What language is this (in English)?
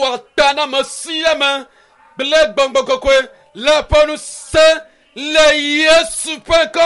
Ewe